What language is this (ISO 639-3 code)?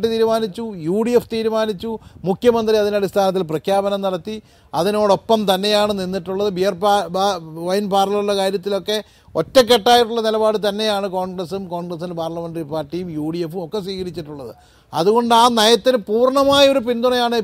mal